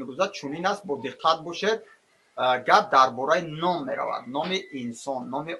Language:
Tajik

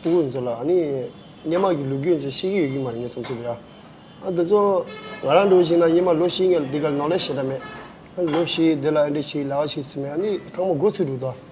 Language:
Tibetan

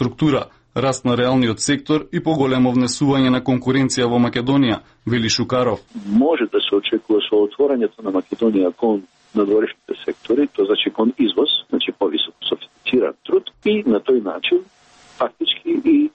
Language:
Macedonian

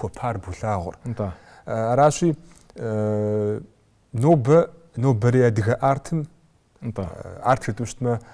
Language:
Kabardian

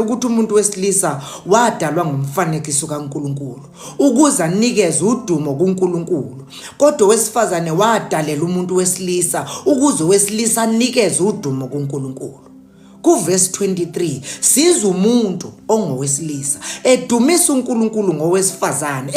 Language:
Zulu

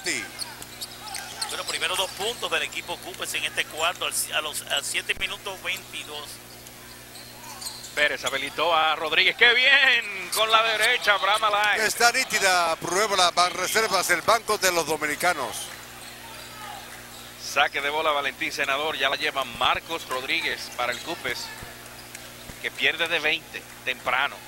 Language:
Spanish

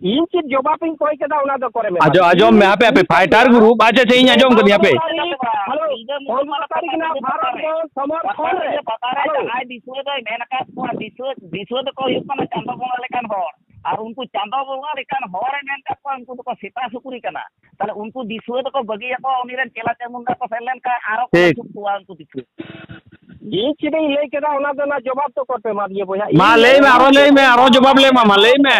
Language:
Santali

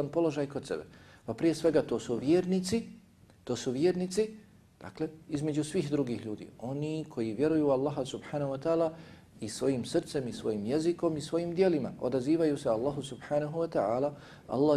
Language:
Bosnian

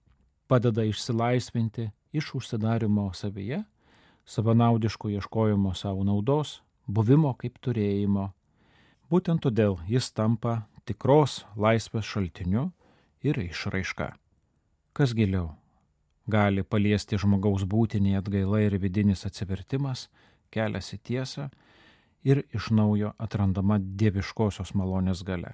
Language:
Lithuanian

